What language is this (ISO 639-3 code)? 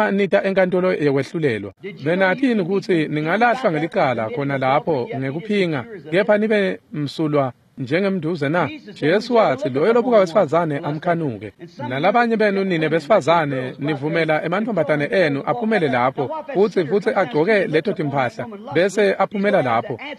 ssw